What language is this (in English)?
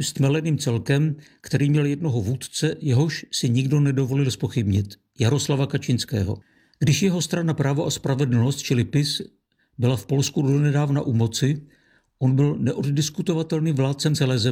Czech